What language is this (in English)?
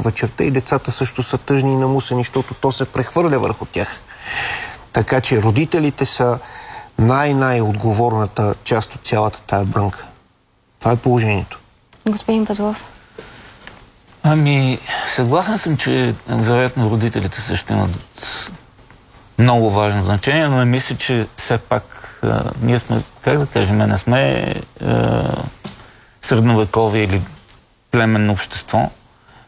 Bulgarian